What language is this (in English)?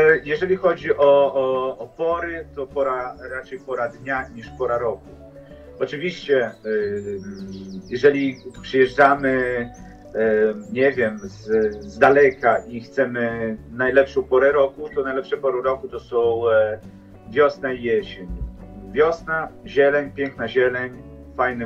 Polish